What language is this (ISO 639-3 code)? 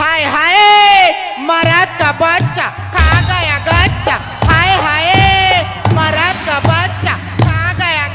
hne